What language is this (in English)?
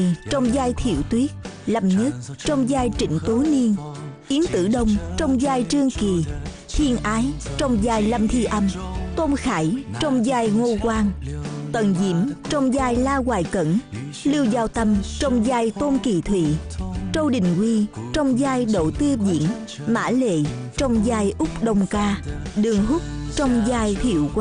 Vietnamese